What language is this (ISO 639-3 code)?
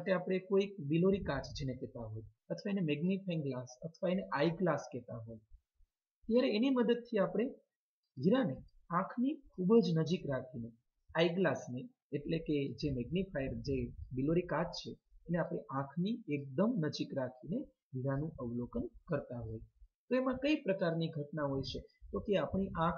guj